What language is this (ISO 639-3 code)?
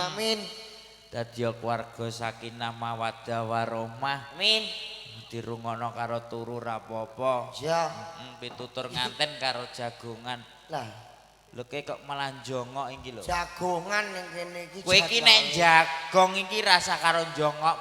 jav